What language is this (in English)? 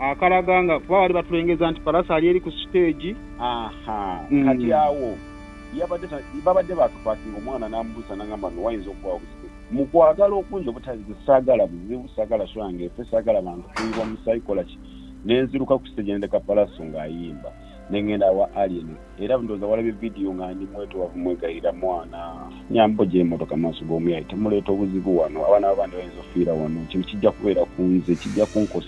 Ganda